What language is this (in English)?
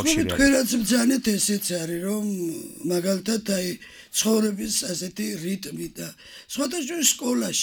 Georgian